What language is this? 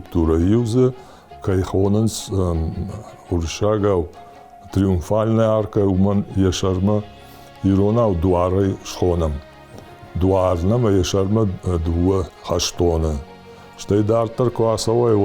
Ossetic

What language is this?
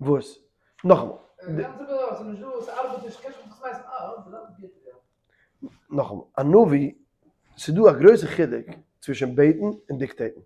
Yiddish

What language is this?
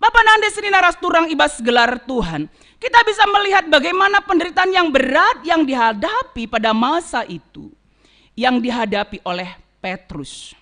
Batak Karo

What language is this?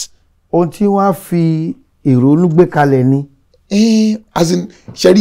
Yoruba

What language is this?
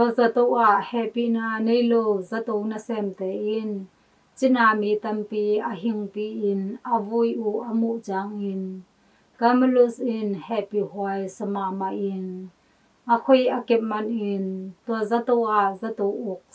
Tedim Chin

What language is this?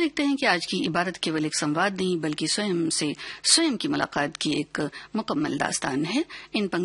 Hindi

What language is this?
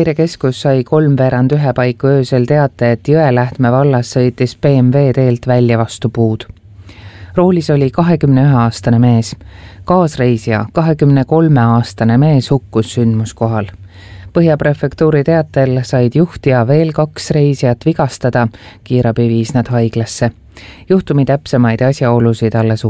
Estonian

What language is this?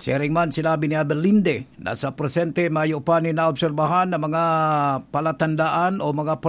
Bikol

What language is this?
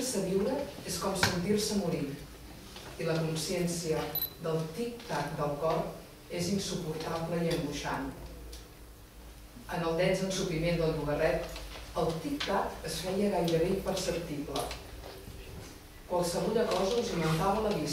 Catalan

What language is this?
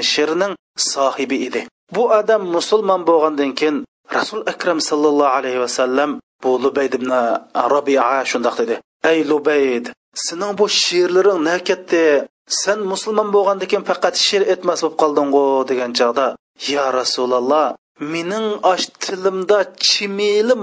Uyghur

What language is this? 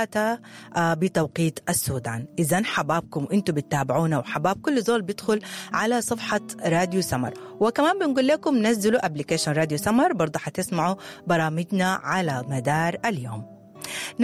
Sudanese Arabic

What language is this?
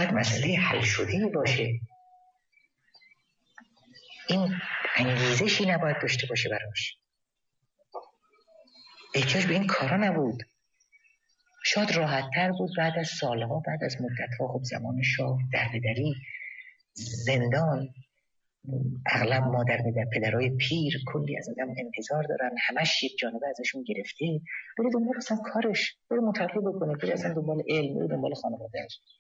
Persian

